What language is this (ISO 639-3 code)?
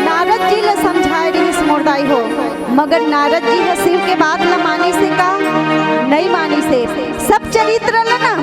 hne